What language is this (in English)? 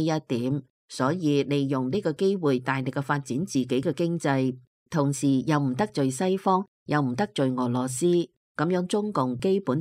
Cantonese